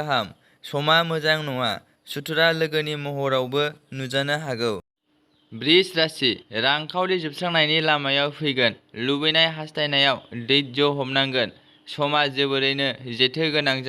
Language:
Bodo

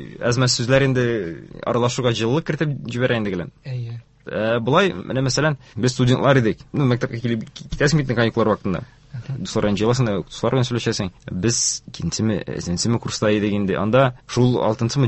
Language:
Tatar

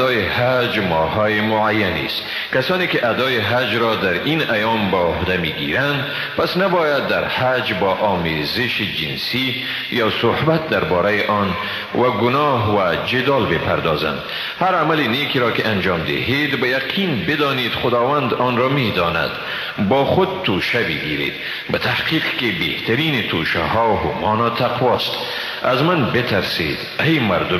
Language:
Persian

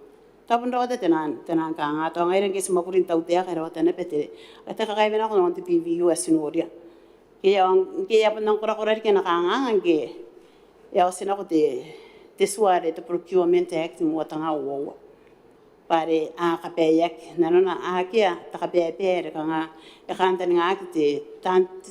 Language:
Gilbertese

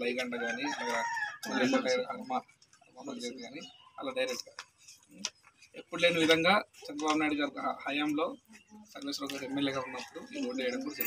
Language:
Telugu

